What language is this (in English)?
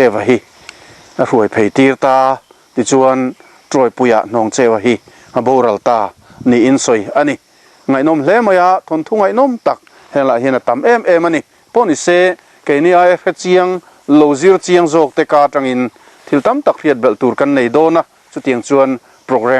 Mizo